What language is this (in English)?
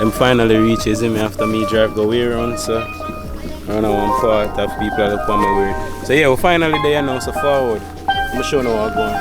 Jamaican Creole English